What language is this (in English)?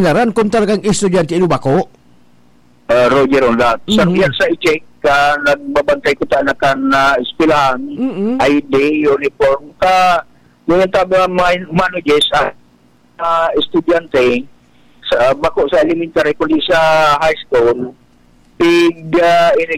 Bikol